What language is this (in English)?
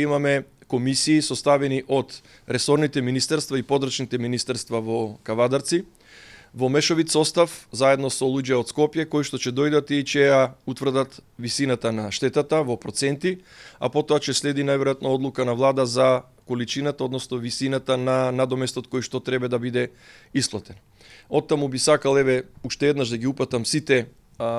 Macedonian